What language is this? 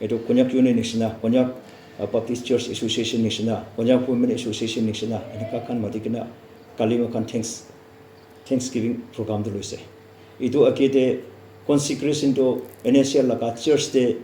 Naga Pidgin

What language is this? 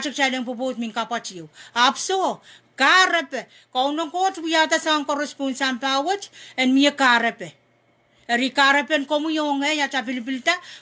Pohnpeian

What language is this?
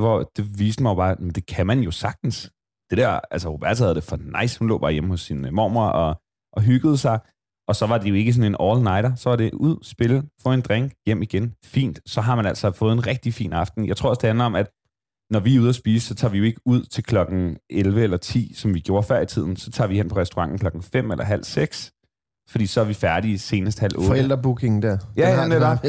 Danish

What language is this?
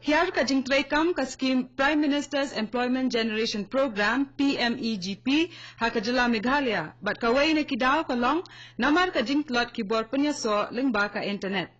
Khasi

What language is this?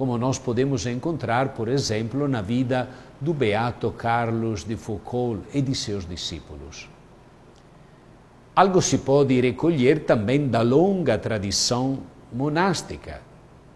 Portuguese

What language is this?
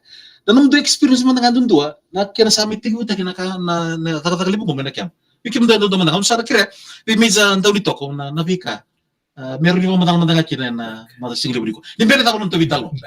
Fijian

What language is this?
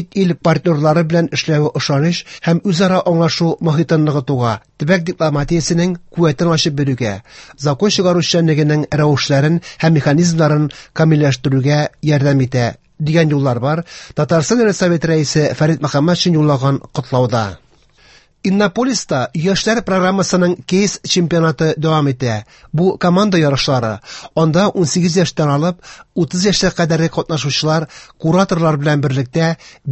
Tatar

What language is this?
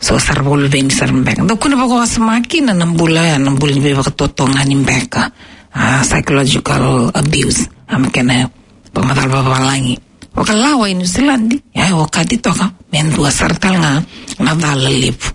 Fijian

